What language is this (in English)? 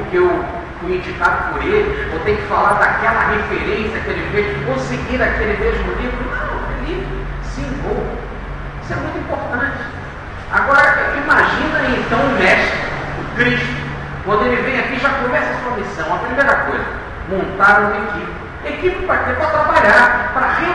Portuguese